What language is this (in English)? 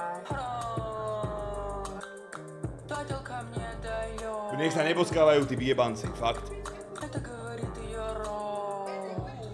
Slovak